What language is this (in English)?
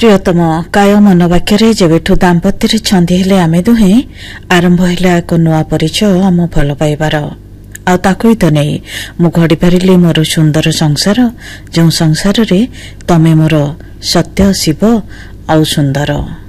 Odia